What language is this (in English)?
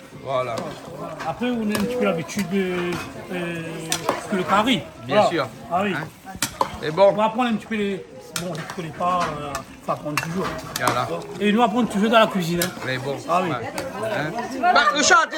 Réunion Creole French